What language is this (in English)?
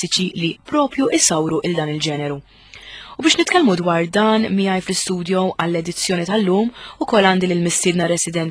Maltese